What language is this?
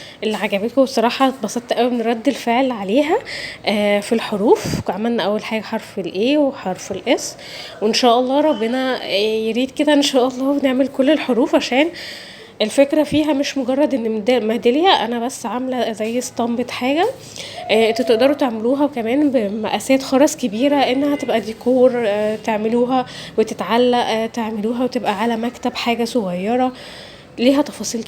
Egyptian Arabic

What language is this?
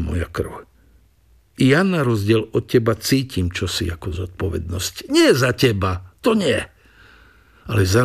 Slovak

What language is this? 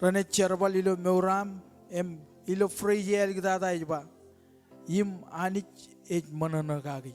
Marshallese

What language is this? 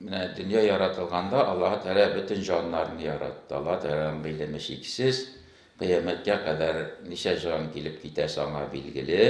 Tatar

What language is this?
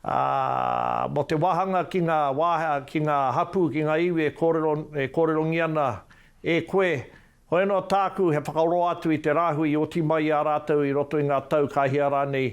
Māori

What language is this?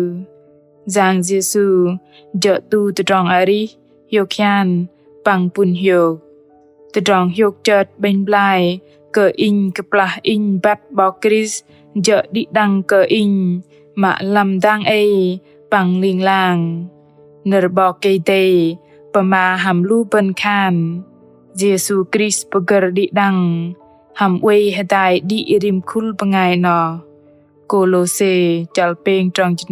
Bahnar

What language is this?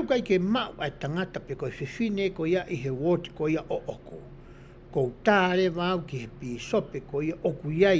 Tongan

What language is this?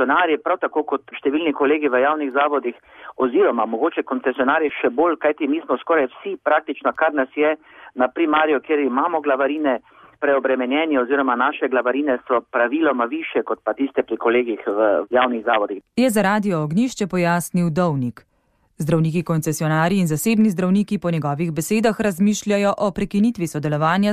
Slovenian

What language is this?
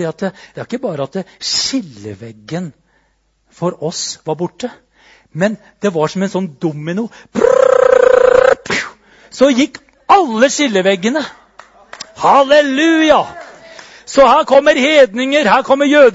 Norwegian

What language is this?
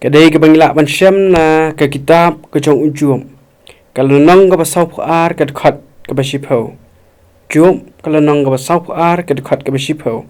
Khasi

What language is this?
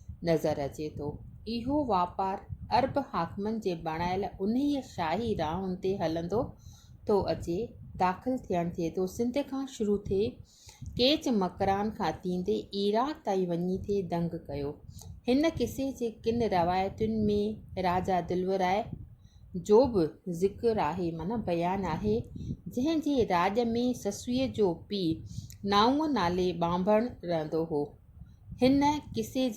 Sindhi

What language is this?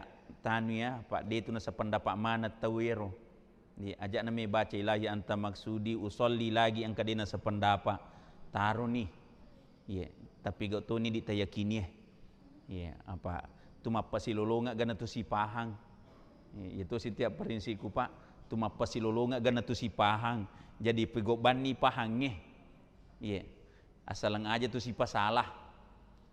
Buginese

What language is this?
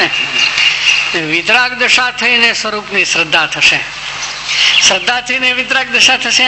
Gujarati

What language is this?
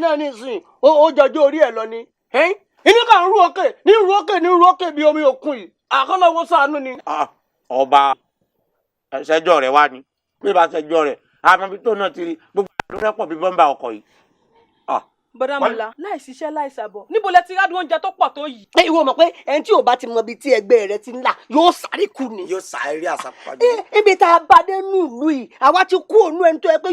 Yoruba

